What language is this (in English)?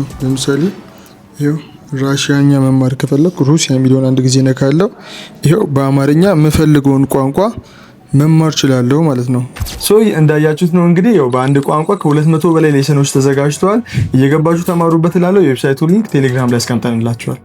Amharic